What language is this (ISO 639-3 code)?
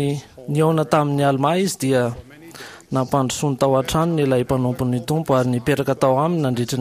mlg